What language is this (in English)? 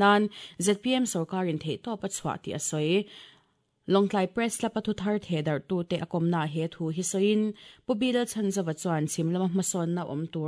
Mizo